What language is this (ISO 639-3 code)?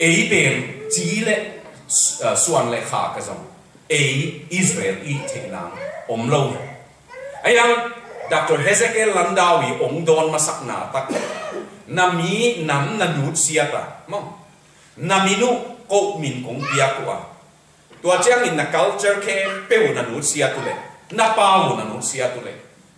ctd